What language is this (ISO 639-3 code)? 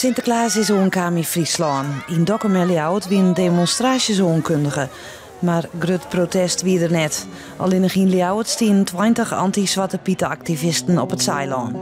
fry